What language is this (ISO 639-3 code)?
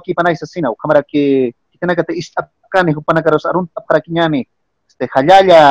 aym